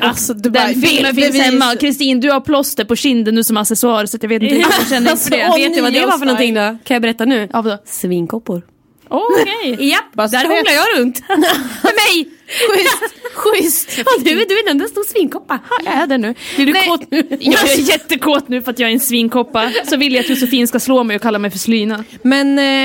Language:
Swedish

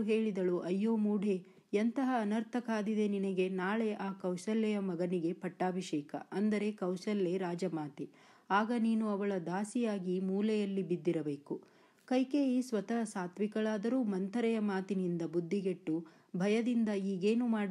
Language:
Kannada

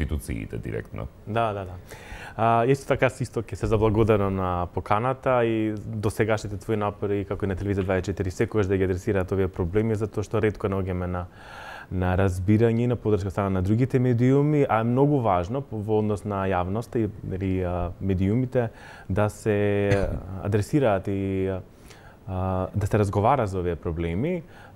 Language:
Macedonian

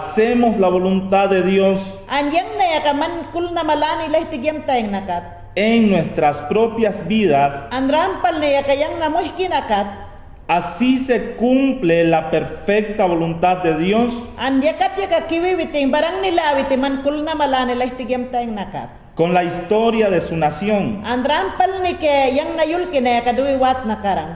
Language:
Mayangna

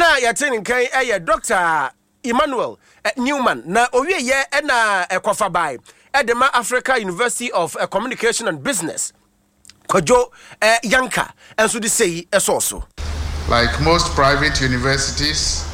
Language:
Akan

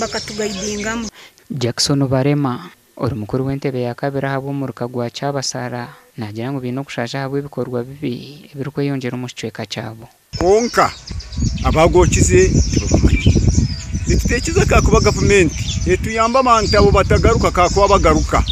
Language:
Nyankole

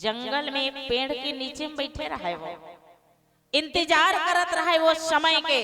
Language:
Chhattisgarhi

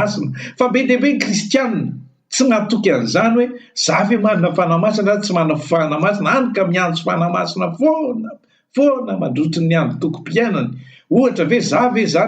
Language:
Malagasy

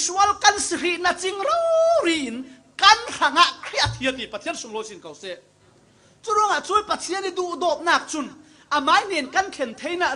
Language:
Falam Chin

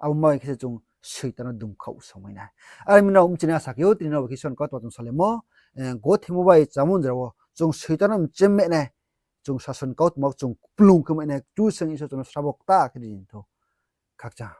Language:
Riang (India)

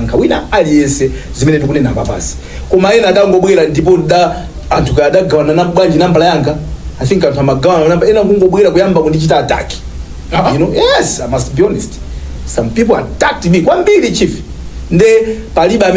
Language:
Nyanja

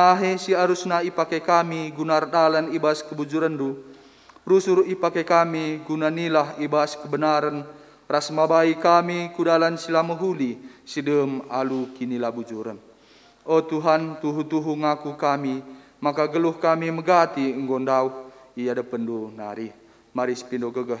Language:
Batak Karo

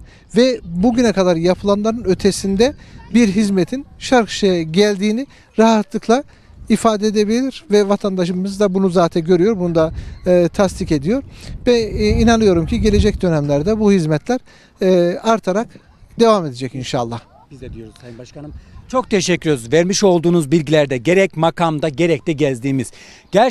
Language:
Turkish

